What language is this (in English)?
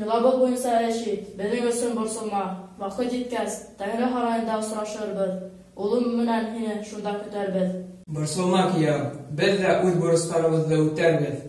Bashkir